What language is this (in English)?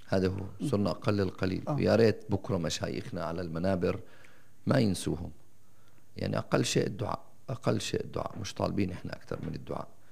North Levantine Arabic